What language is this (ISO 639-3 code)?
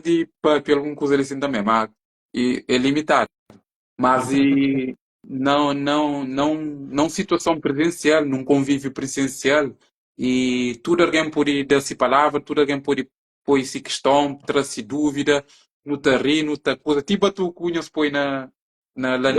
kea